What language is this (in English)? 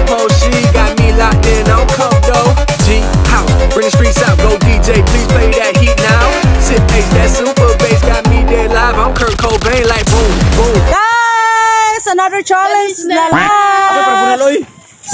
Cebuano